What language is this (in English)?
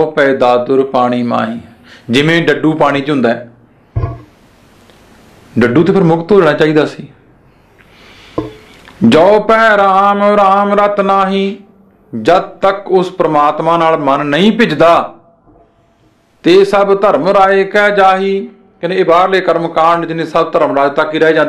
Punjabi